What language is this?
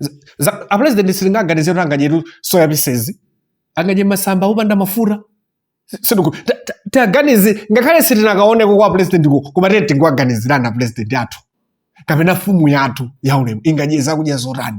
Nyanja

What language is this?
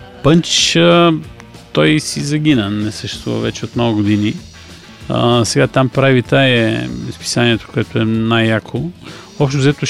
Bulgarian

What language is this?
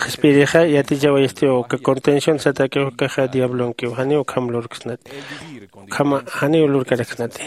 Aymara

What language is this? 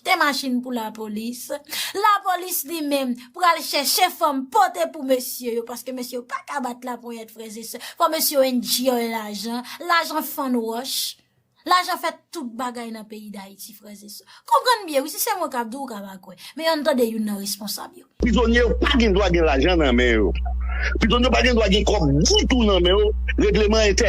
Haitian Creole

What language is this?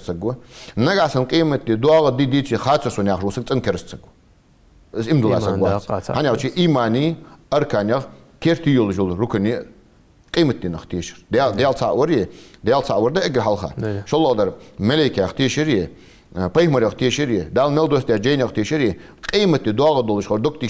Ingush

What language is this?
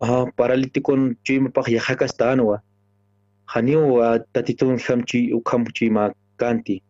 Aymara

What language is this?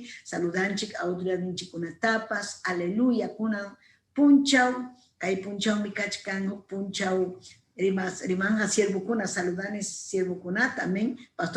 Ayacucho Quechua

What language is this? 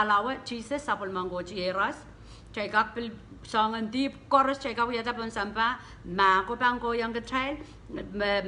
Pohnpeian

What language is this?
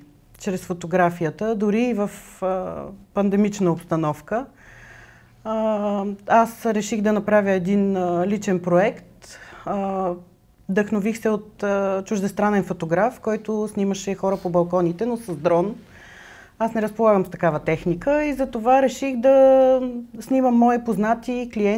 Bulgarian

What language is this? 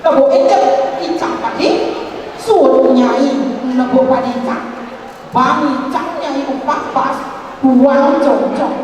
Balinese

